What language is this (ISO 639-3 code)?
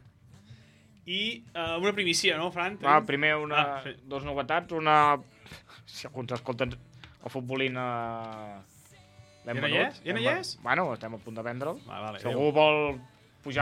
cat